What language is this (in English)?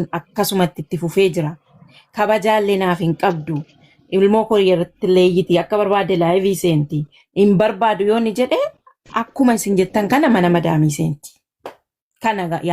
Oromo